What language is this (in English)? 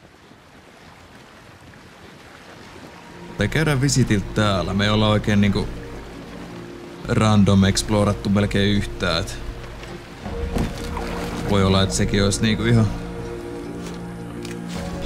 Finnish